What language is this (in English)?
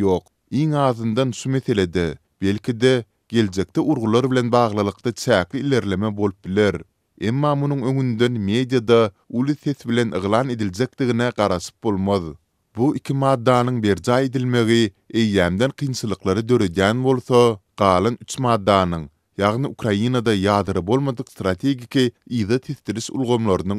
Turkmen